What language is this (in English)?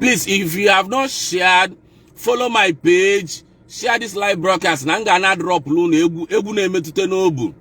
Igbo